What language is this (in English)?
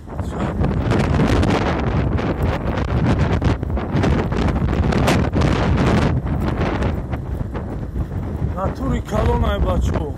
Tajik